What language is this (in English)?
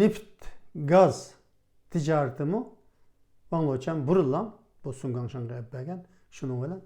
Uyghur